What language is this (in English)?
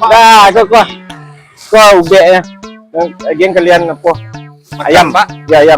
Minangkabau